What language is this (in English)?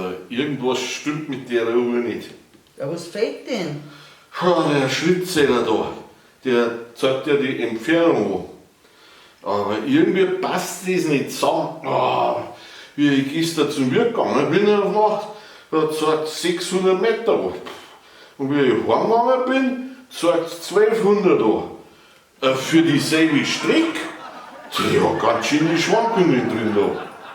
Bavarian